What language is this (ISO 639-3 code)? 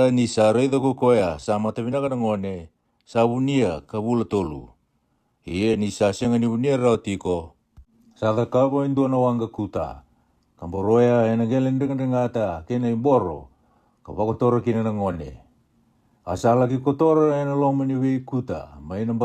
fij